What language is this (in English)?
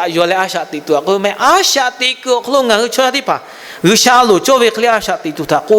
Lahu